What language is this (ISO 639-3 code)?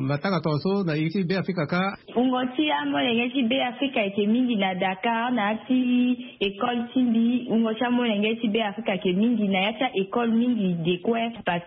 sag